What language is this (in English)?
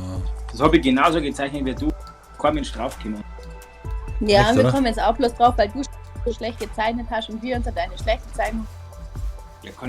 Bavarian